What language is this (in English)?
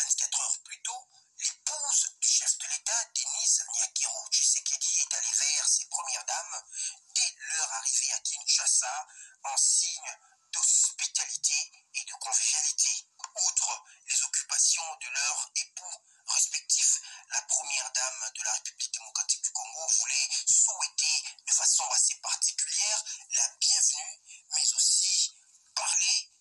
French